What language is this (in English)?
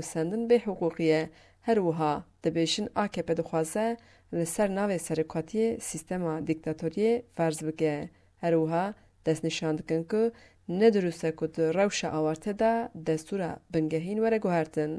Kurdish